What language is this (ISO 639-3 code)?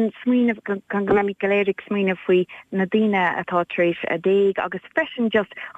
gle